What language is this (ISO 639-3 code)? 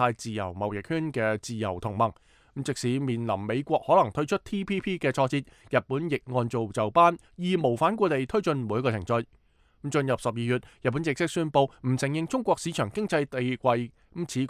yue